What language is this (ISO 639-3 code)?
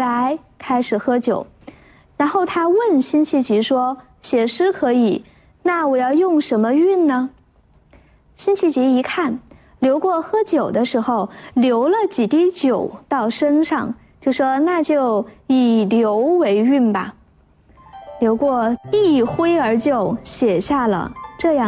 zho